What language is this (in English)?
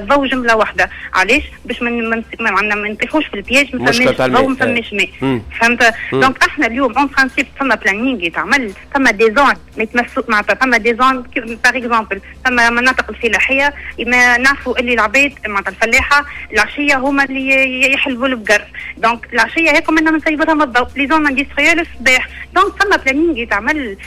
Tunisian Arabic